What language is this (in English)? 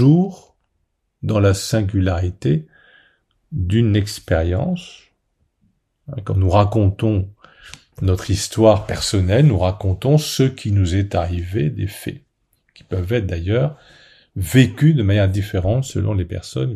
French